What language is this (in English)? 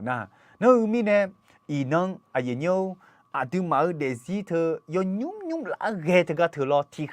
Akha